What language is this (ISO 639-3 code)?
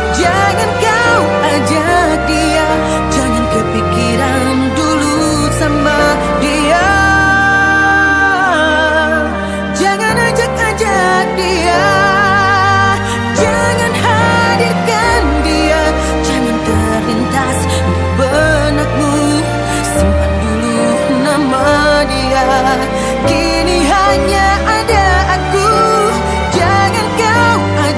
ind